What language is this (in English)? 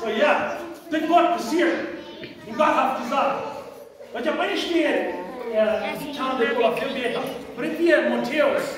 Plautdietsch